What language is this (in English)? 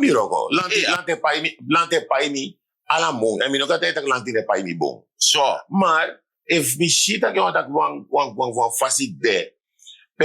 Sranan Tongo